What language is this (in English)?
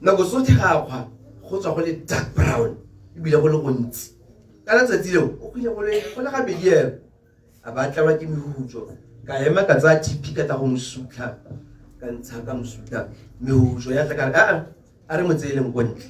Tswana